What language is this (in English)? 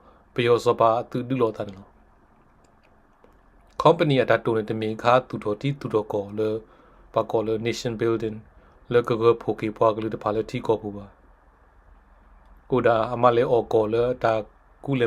S'gaw Karen